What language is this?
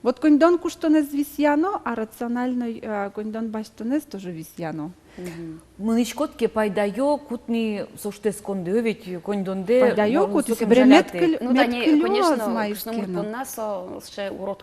Udmurt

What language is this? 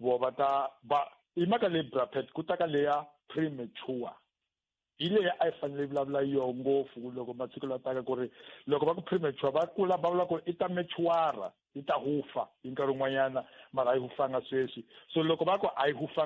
Tsonga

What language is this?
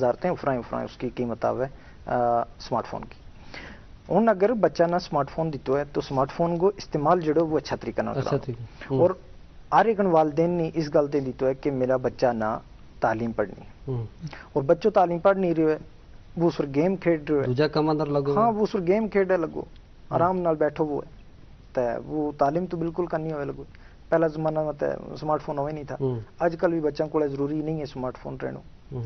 Gujari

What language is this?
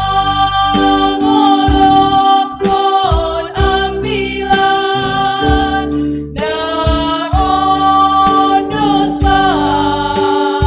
Batak Simalungun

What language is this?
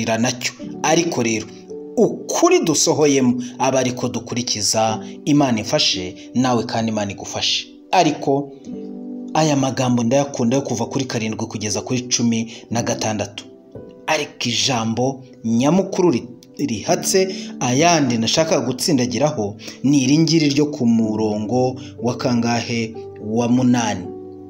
Kinyarwanda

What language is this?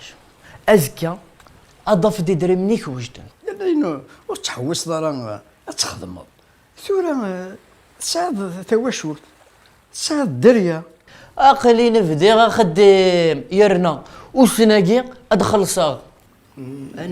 Kabyle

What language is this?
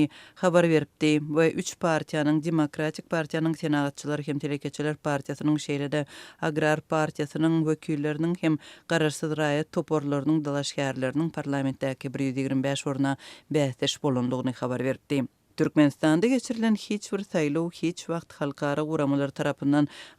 Turkmen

